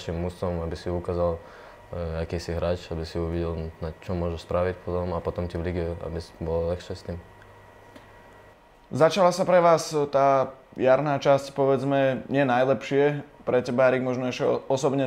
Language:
Slovak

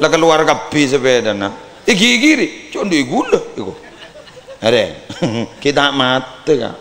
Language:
Madurese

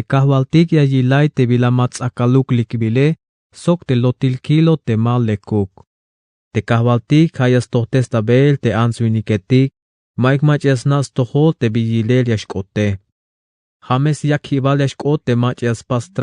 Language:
Tzeltal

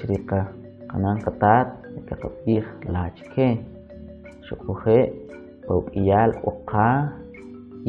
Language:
Kʼicheʼ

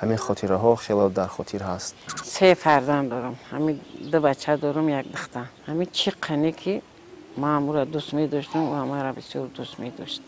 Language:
Tajik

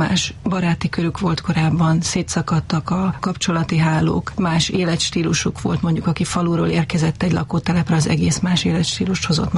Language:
Hungarian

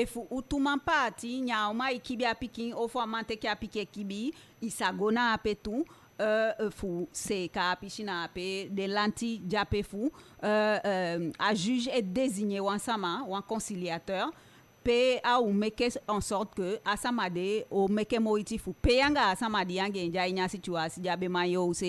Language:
Eastern Maroon Creole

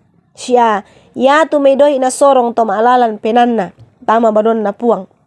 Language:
Toraja-Sa'dan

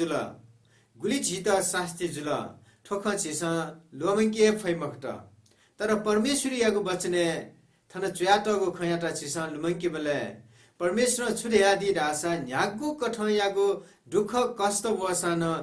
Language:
Newari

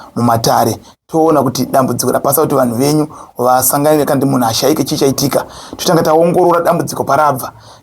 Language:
Shona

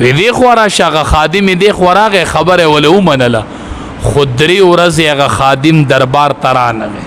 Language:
Pashto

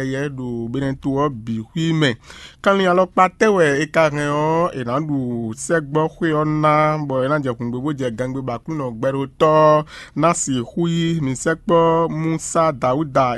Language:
Fon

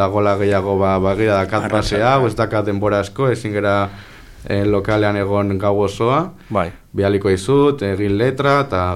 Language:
Basque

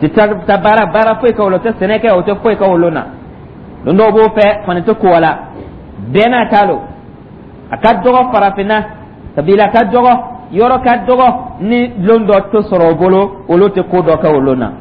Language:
Dyula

